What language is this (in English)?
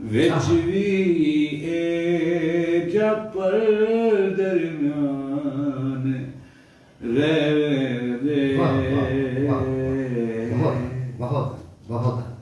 Saraiki